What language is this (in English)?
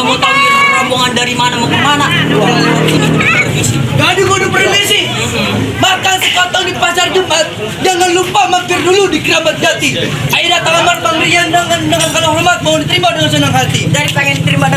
Betawi